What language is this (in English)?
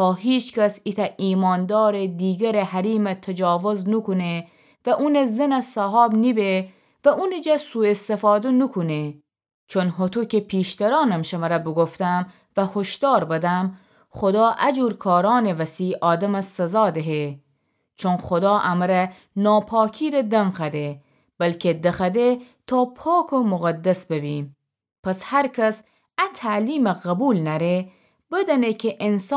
Gilaki